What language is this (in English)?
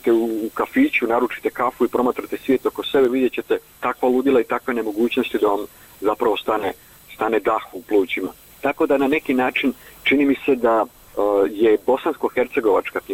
Bosnian